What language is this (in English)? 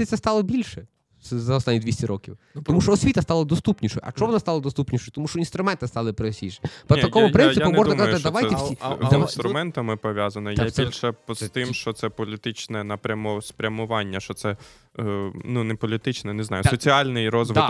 Ukrainian